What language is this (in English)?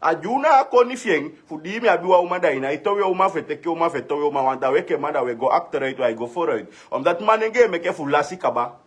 Sranan Tongo